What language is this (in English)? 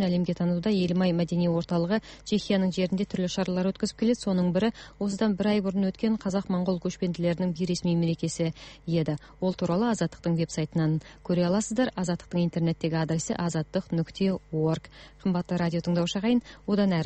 Kazakh